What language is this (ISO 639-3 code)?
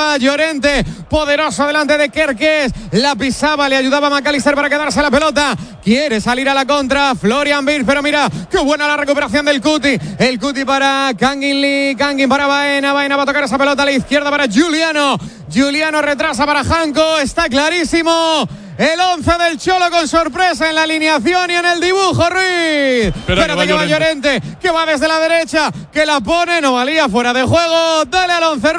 spa